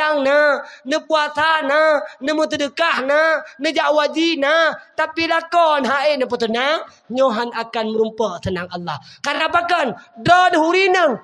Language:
Achinese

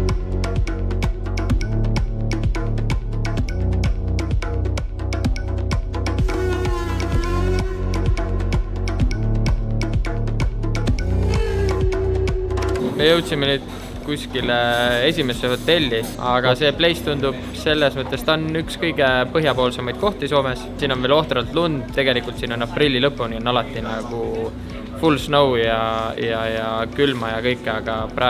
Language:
Estonian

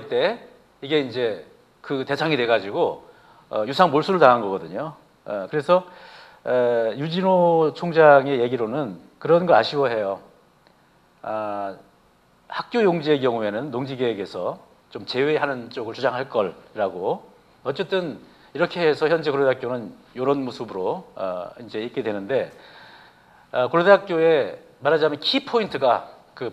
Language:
Korean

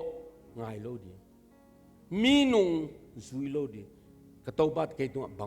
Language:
Tedim Chin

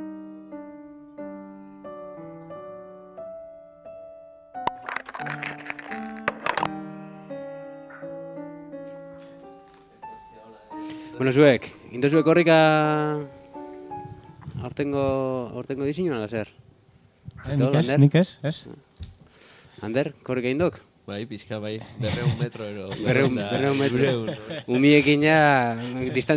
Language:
Basque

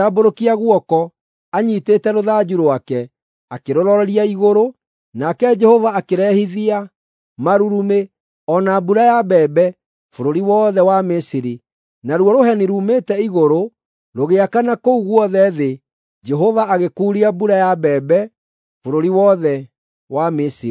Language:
Kikuyu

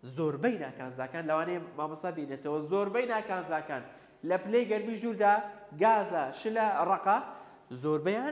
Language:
Central Kurdish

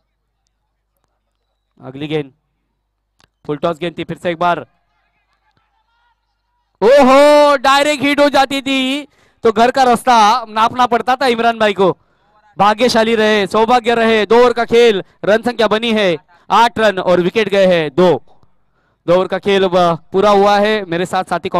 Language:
Hindi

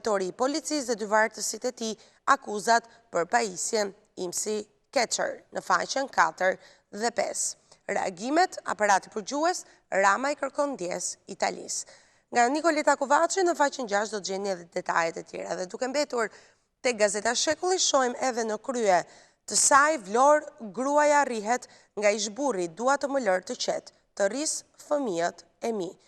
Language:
Albanian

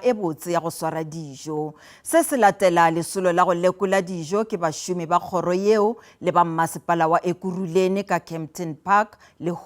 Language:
Northern Sotho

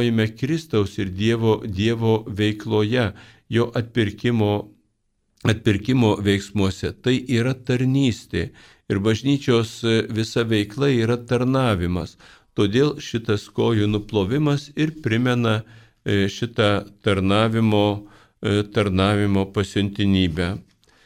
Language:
Lithuanian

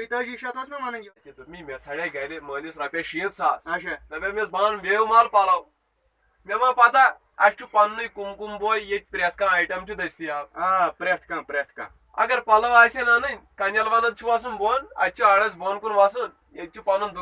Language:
Kashmiri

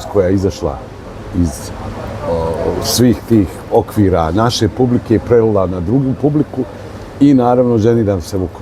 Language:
Bosnian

